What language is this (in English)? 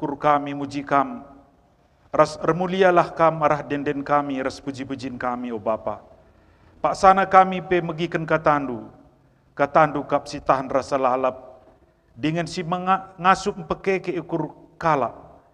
Batak Karo